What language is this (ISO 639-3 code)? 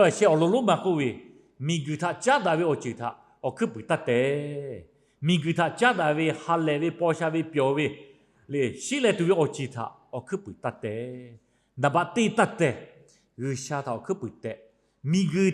lhu